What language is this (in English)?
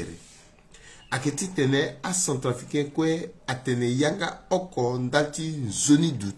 Sango